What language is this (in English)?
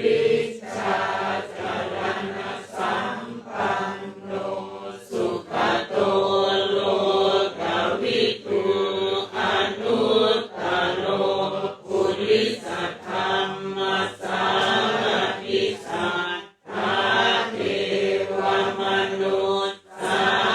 Pali